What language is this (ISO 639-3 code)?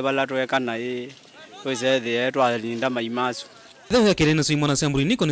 kam